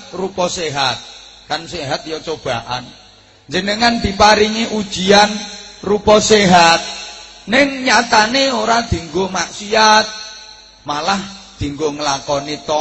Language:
Javanese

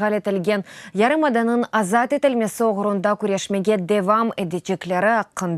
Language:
Crimean Tatar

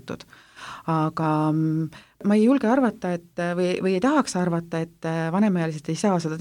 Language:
Estonian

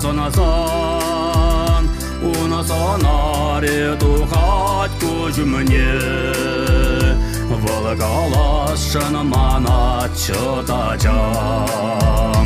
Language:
Chuvash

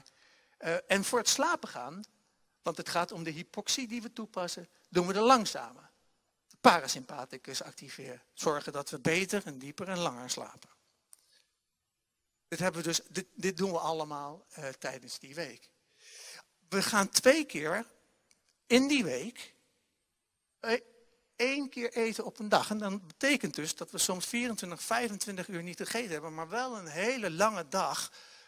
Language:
Dutch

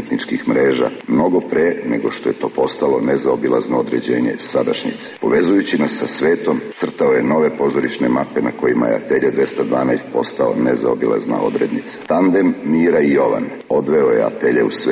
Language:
Serbian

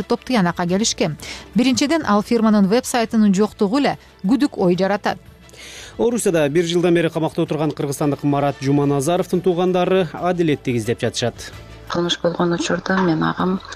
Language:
Kyrgyz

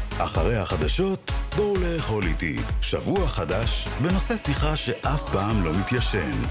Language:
Hebrew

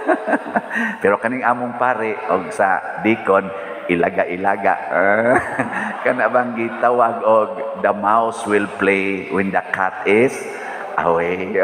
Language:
Cebuano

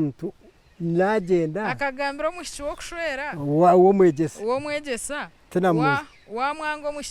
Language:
Nyankole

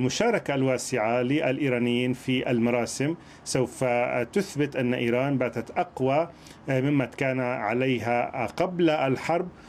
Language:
Arabic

